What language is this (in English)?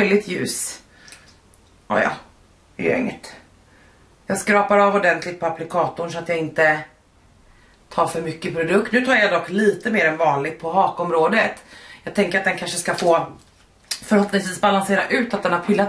Swedish